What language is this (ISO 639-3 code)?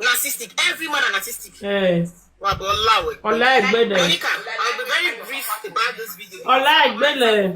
pcm